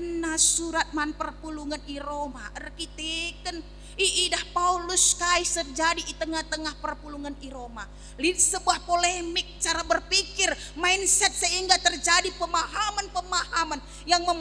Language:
Batak Karo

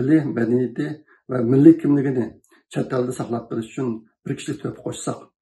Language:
Uyghur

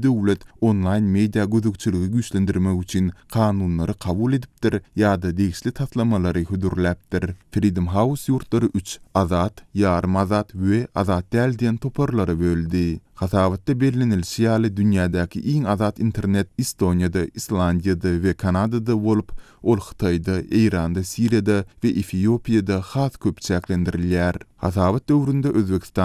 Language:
Turkmen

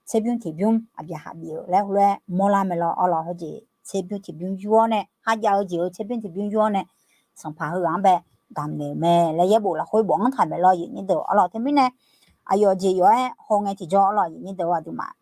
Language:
Akha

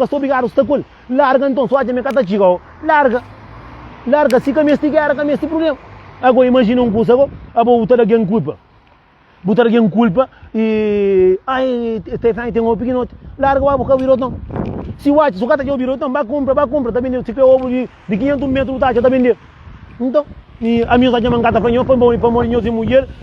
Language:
Kabuverdianu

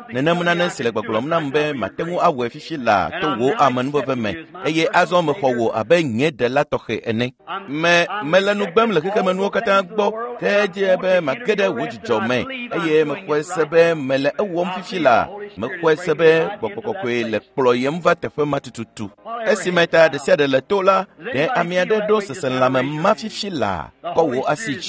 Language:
Ewe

